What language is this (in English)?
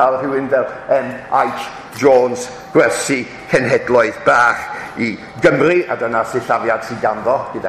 Welsh